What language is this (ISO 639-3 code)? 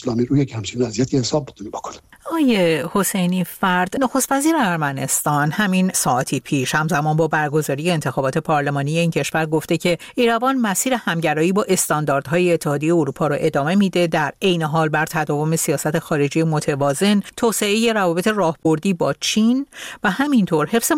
fas